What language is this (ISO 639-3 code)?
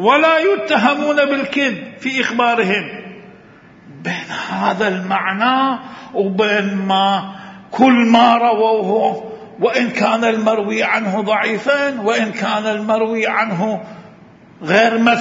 ara